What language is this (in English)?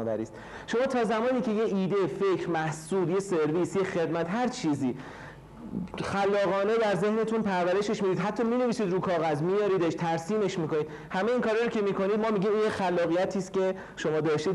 Persian